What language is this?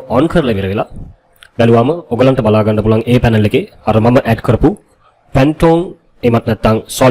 Sinhala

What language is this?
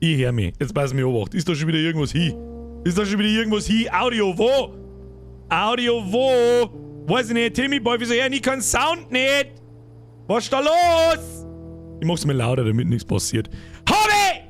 Bavarian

